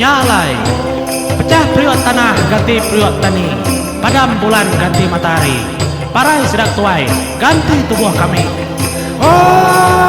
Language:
Iban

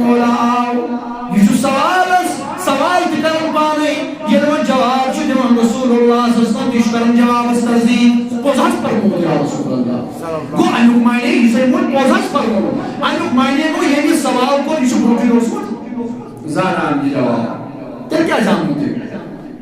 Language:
Kashmiri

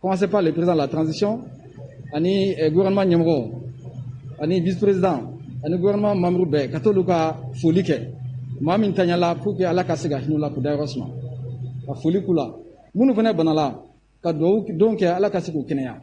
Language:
Bambara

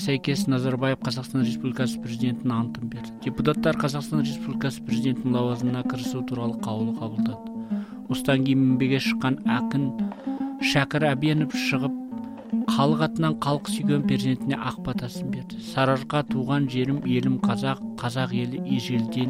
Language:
Kazakh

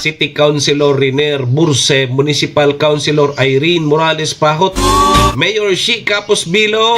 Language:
Bikol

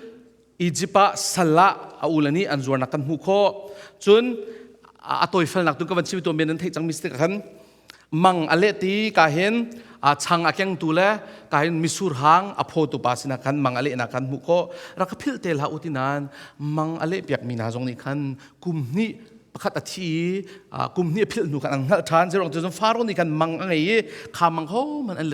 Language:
Hakha Chin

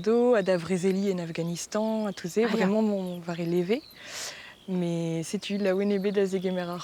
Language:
Breton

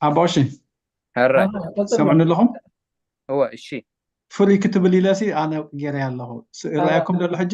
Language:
Tigrinya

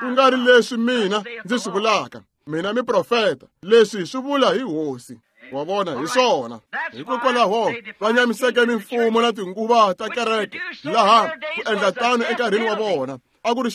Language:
Tsonga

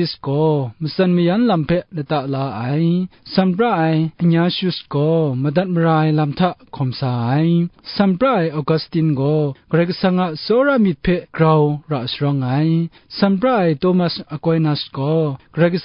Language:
Kachin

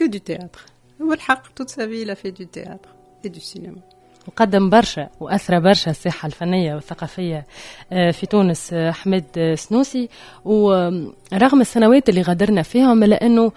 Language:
Tunisian Arabic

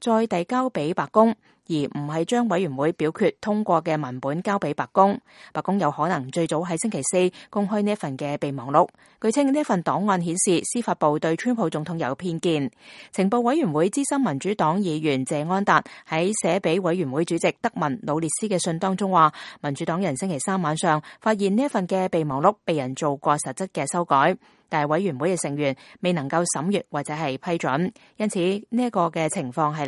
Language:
Cantonese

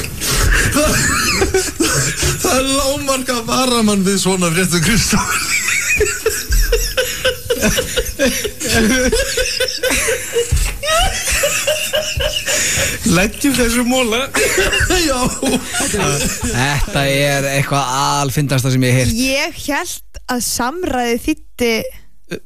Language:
Icelandic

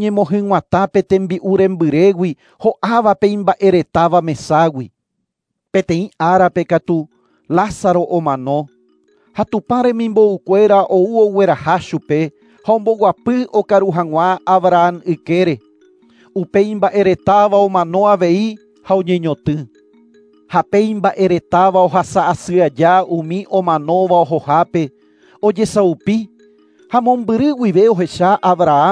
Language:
Guarani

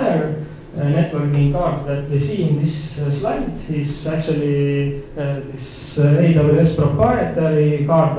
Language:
English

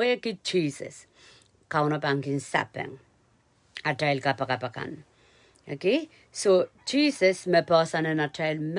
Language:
Pohnpeian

